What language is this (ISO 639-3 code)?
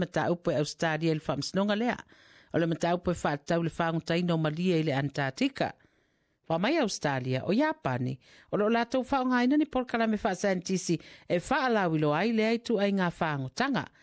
smo